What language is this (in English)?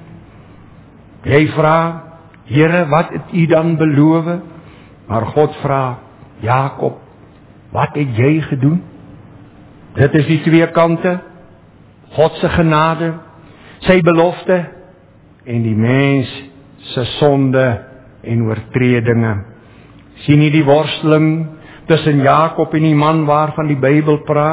Afrikaans